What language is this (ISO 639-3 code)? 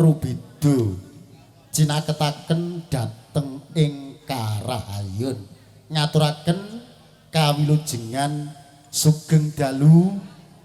jav